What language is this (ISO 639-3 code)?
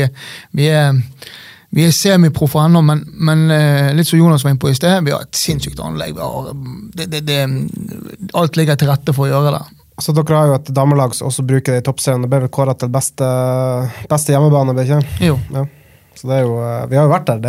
nor